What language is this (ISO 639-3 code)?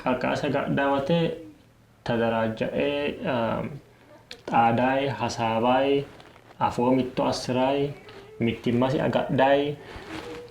sid